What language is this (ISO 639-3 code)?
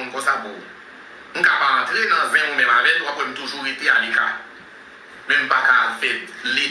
hat